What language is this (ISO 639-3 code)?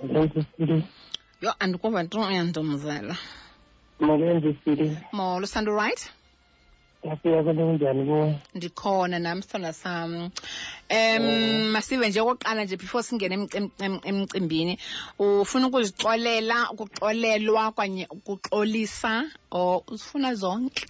xho